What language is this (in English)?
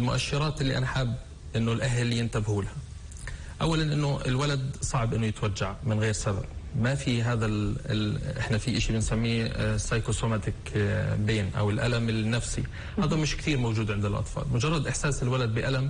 North Levantine Arabic